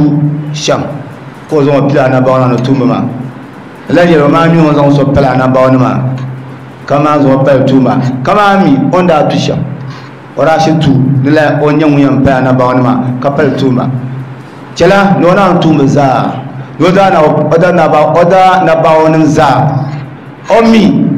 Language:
Dagbani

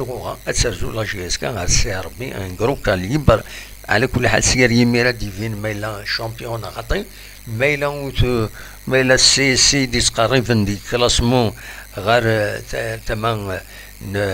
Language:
Kabyle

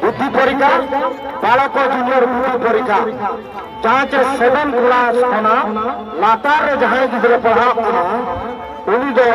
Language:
Santali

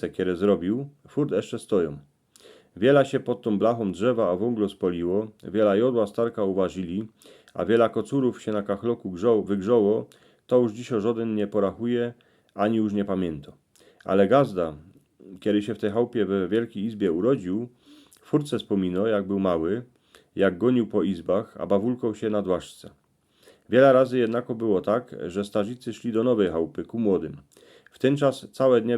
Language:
Silesian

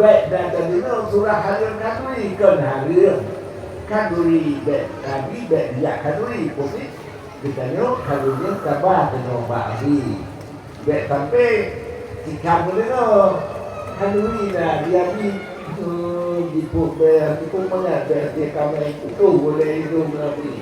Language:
Achinese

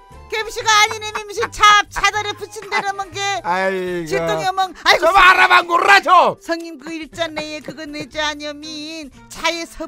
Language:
Korean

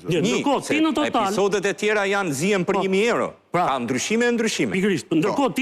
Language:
Albanian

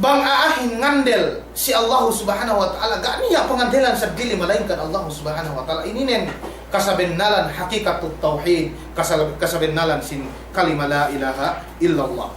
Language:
Yakan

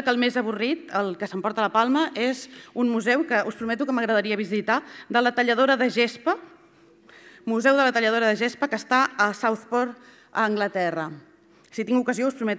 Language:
Catalan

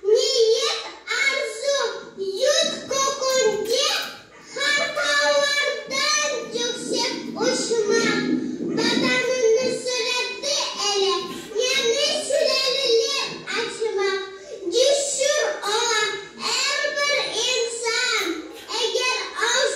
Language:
Crimean Tatar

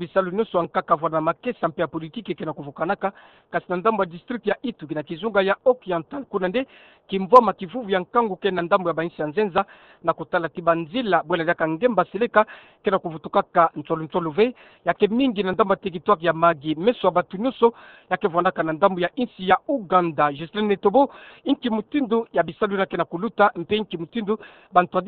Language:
Kituba (Democratic Republic of Congo)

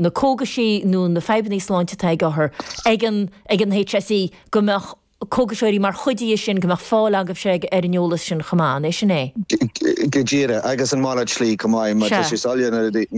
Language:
Irish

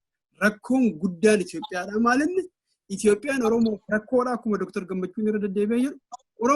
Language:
Oromo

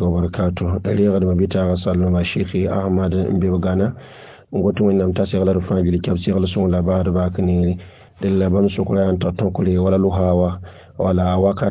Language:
Mossi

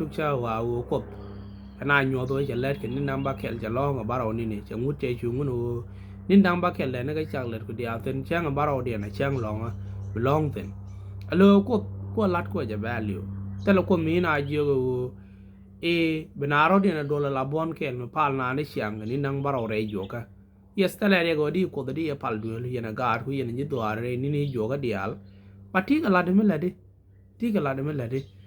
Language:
Nuer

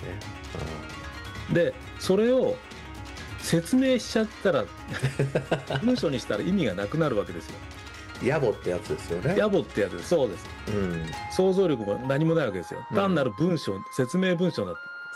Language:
Japanese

